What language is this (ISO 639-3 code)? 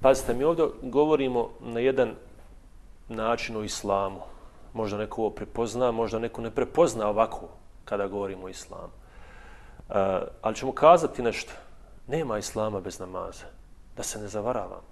bos